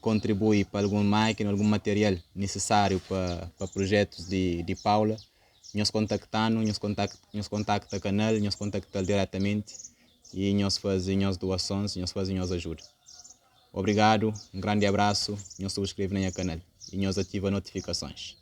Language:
Kabuverdianu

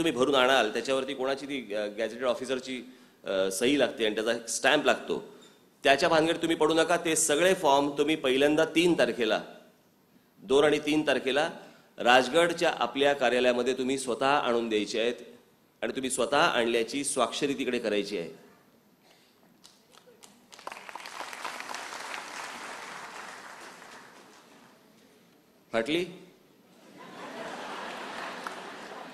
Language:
Marathi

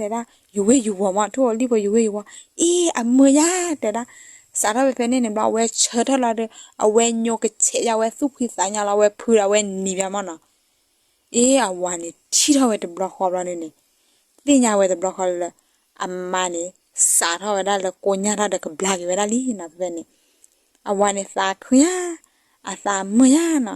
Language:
S'gaw Karen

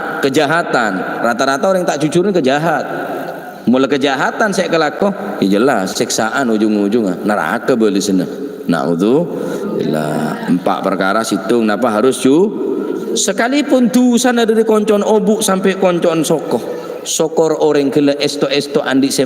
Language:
Madurese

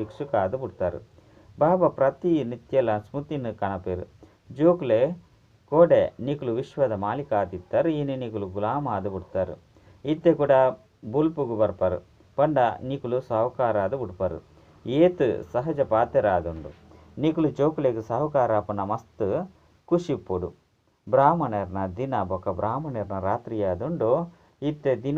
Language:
Tulu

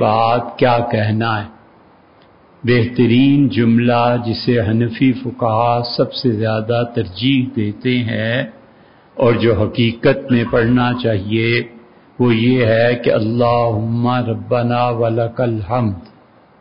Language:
Urdu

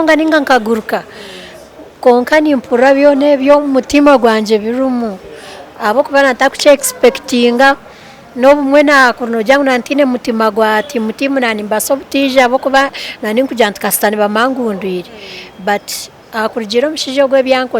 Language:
Nyankole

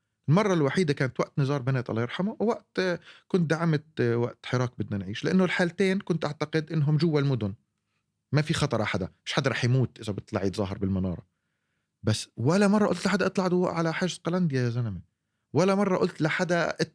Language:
North Levantine Arabic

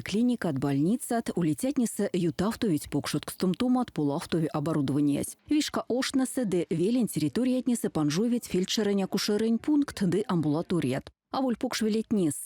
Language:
Erzya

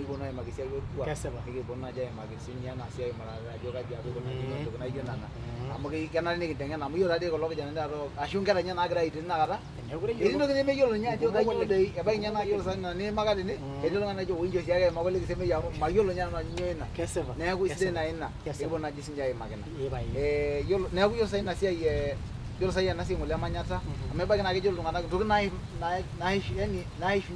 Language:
Masai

